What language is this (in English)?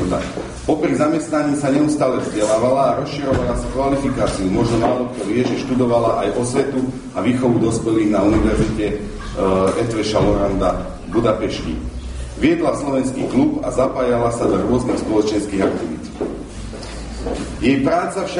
Slovak